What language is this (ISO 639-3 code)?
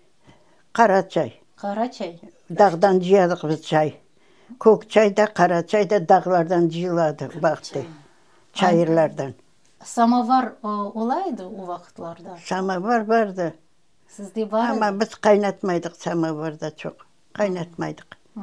crh